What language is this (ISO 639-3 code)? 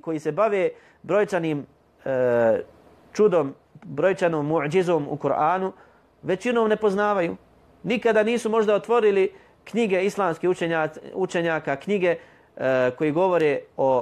bos